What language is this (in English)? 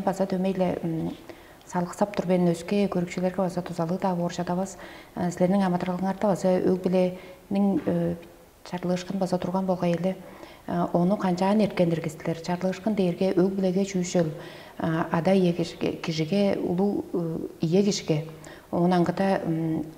Tuvinian